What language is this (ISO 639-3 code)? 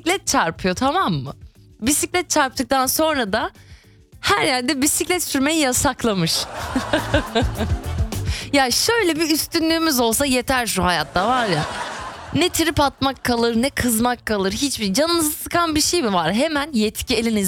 tur